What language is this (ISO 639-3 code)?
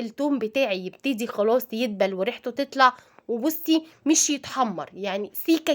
arz